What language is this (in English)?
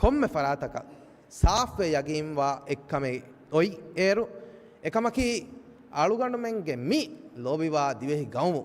Divehi